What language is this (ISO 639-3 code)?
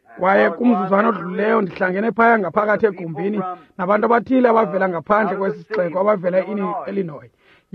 xho